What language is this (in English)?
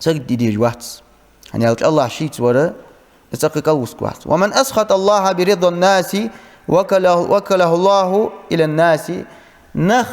Ingush